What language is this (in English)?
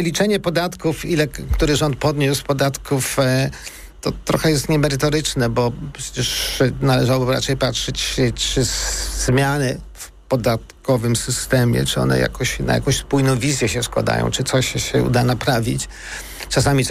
Polish